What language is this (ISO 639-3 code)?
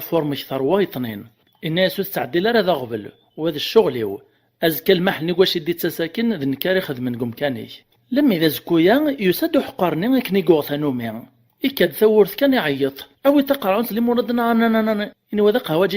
kab